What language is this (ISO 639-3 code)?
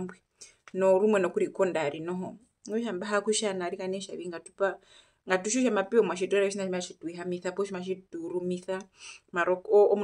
her